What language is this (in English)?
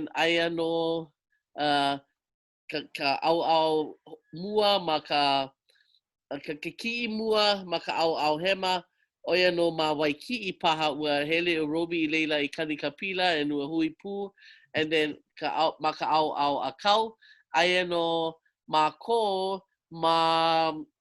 Hawaiian